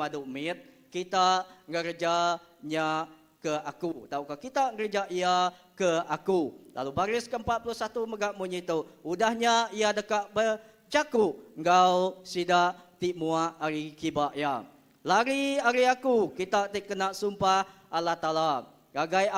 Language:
Iban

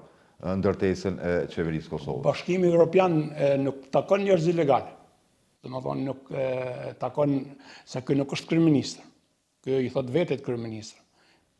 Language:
Albanian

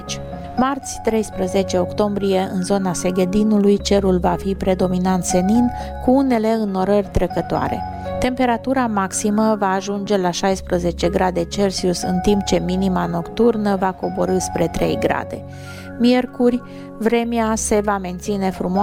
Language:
Romanian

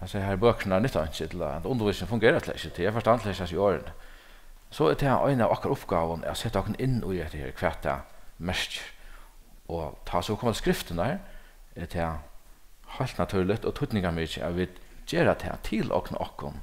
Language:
Faroese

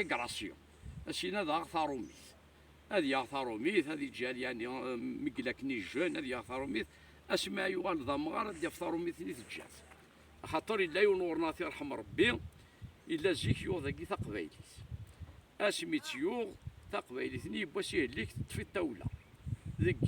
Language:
Kabyle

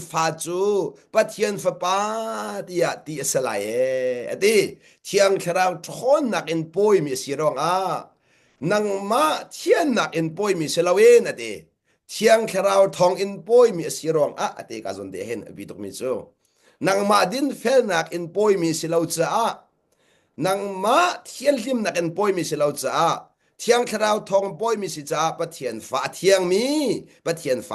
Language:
Hakha Chin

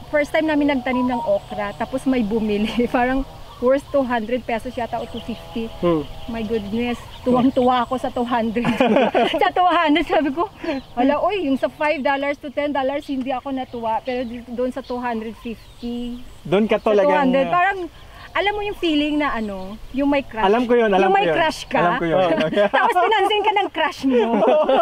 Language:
Filipino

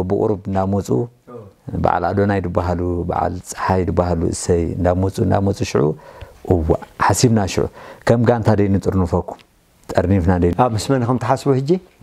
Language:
Tigrinya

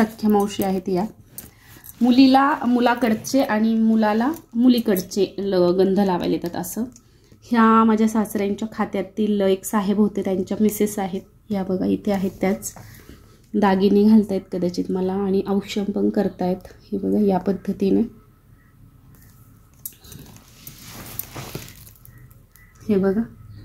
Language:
Marathi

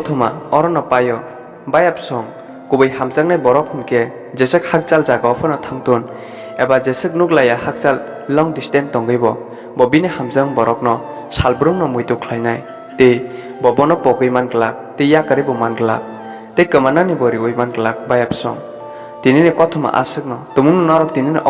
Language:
Kok Borok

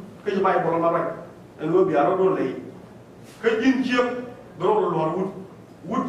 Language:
Nuer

